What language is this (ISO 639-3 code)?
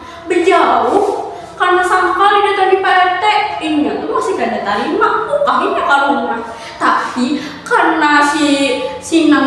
bjn